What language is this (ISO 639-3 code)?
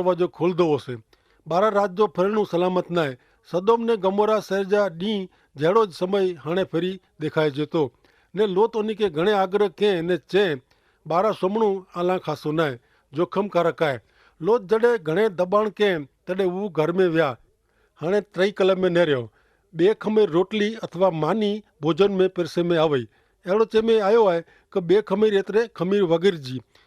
kfr